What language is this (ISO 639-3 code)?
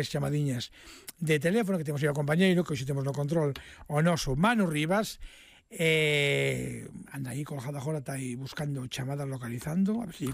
glg